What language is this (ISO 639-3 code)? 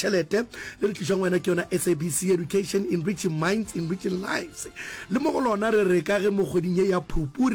nso